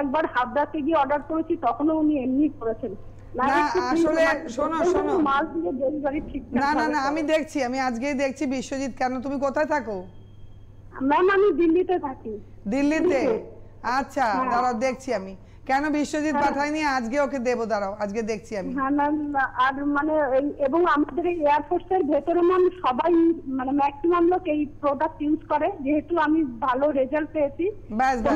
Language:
Bangla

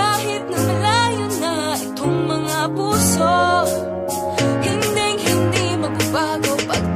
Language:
Filipino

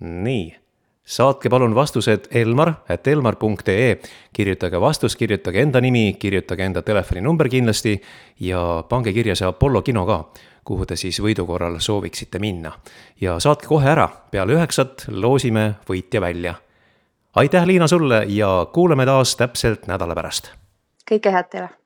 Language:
Estonian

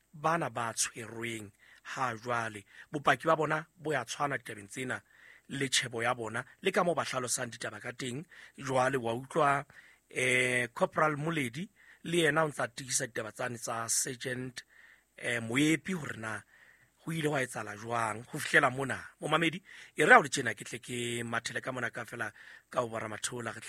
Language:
Southern Sotho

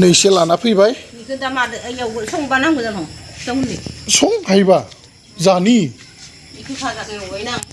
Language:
Bodo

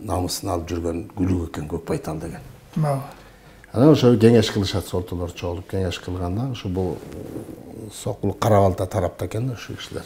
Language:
Kyrgyz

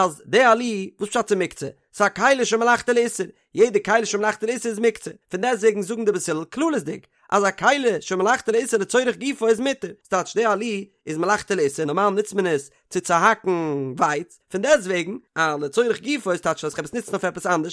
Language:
Yiddish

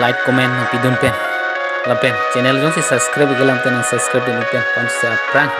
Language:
Karbi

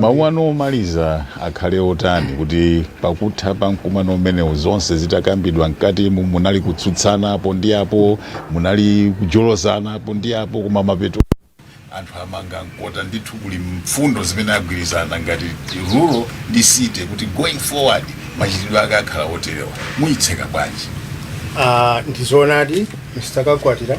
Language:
Nyanja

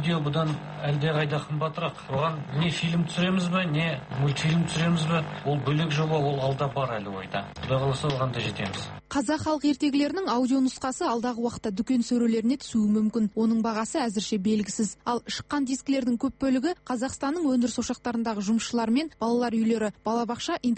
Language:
Kazakh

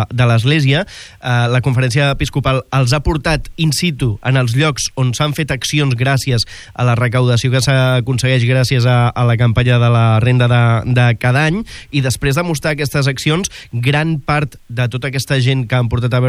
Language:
Catalan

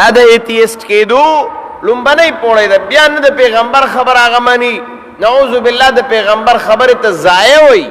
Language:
Pashto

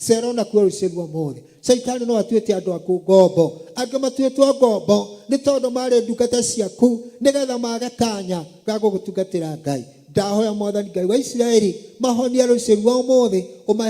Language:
Kikuyu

